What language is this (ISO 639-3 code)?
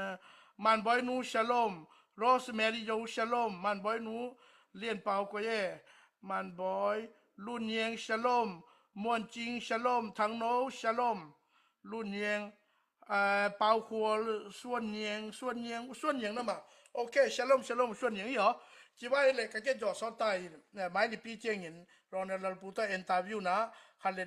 ctd